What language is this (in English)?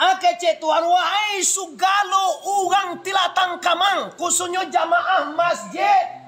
Minangkabau